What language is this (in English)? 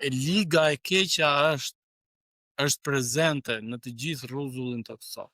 Albanian